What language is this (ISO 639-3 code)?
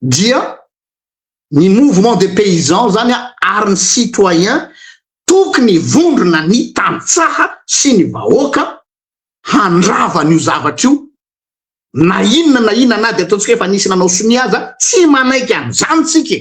mlg